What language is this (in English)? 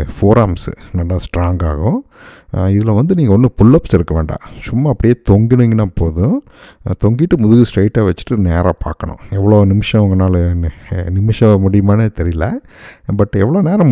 Tamil